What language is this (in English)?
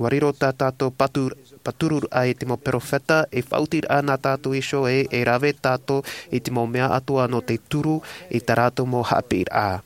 Tahitian